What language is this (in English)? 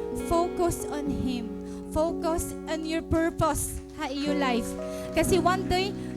Waray